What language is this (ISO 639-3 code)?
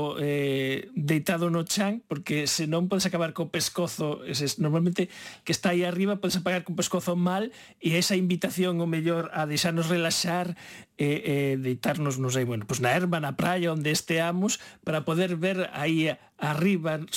glg